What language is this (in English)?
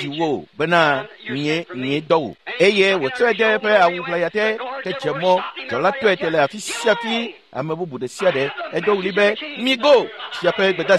Ewe